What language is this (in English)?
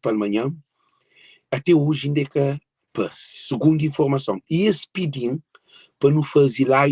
Kabuverdianu